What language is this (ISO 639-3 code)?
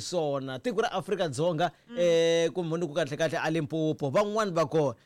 tso